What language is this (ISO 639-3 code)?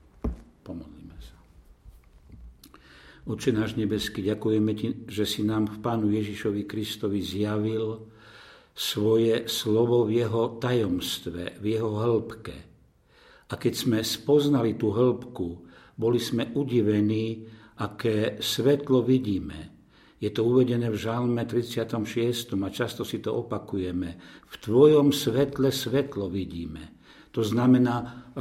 slk